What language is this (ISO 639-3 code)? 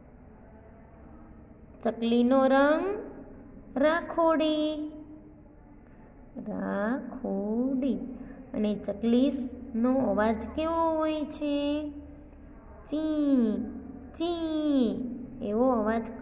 guj